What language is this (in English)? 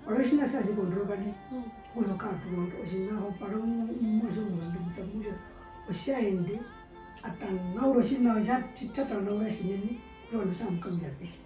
Herero